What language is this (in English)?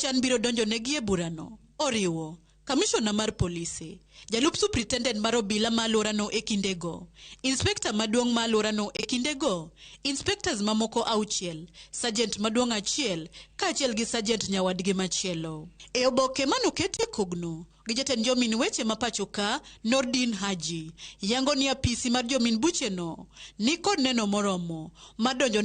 Luo (Kenya and Tanzania)